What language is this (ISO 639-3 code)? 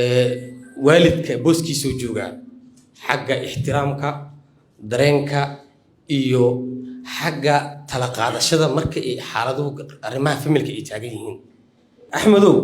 som